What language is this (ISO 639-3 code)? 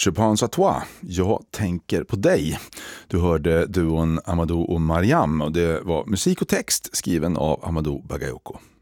swe